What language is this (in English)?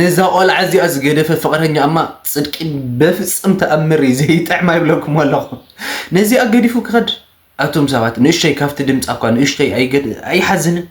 Tigrinya